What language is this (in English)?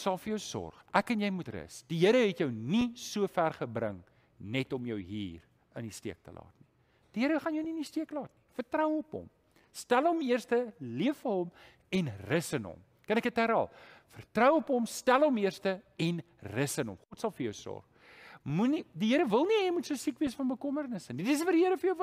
Afrikaans